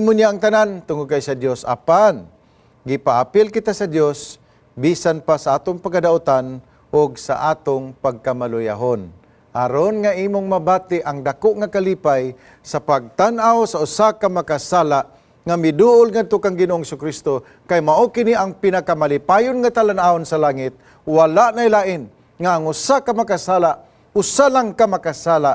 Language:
Cebuano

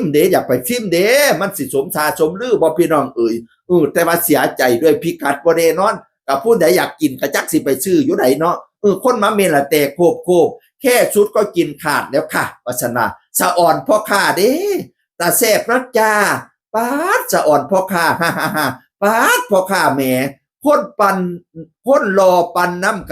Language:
Northeastern Thai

